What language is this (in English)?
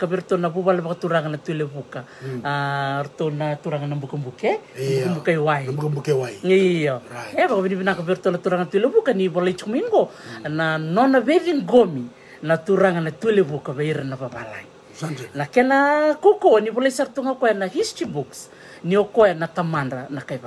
Fijian